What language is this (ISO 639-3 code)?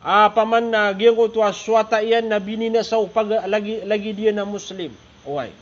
mrw